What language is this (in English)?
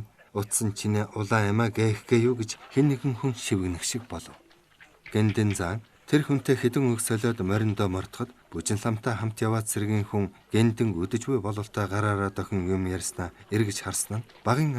Mongolian